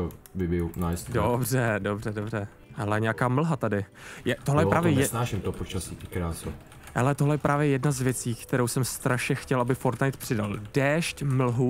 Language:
Czech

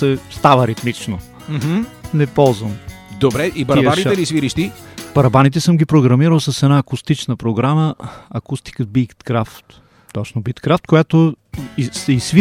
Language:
Bulgarian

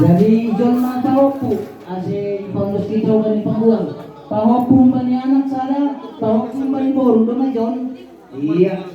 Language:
Batak Simalungun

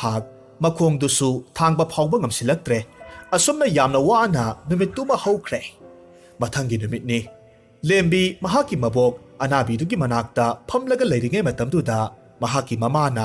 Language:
Manipuri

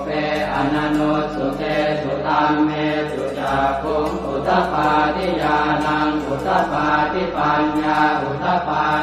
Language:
Pali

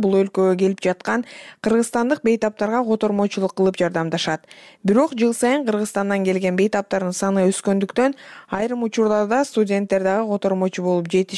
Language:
Kyrgyz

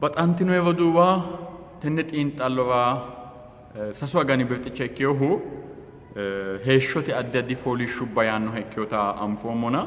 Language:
Sidamo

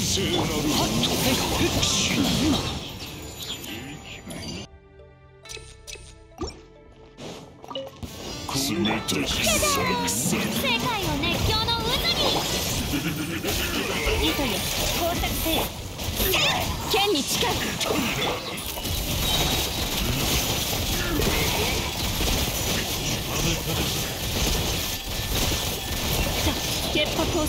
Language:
Japanese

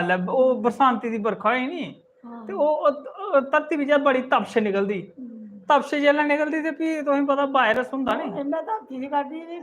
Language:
Dogri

